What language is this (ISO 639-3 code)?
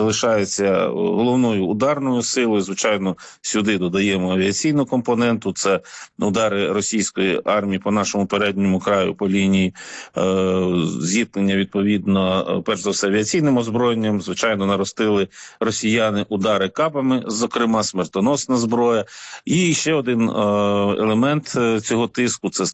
ukr